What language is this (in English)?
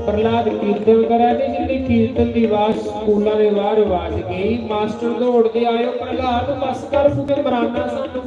Dogri